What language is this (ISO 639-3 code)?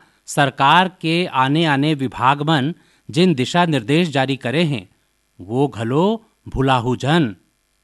hne